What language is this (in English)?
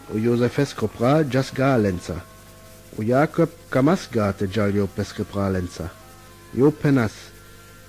Sinte Romani